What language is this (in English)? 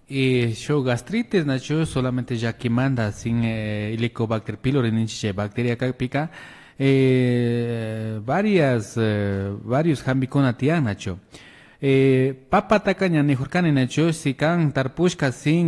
Imbabura Highland Quichua